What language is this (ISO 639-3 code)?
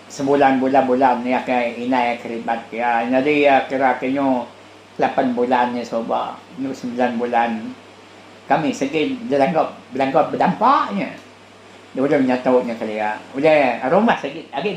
iba